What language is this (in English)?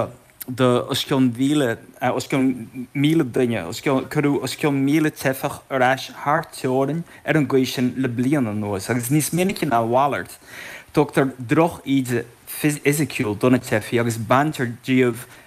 Irish